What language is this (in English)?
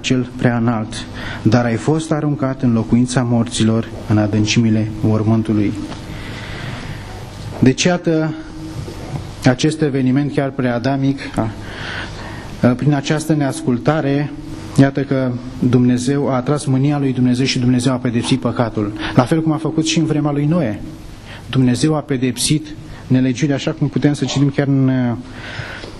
Romanian